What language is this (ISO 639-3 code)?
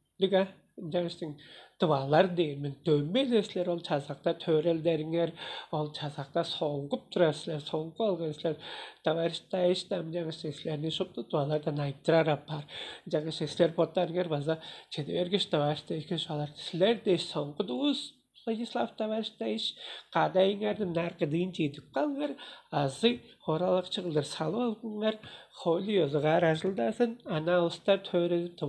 tyv